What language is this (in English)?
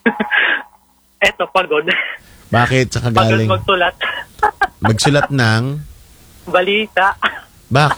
Filipino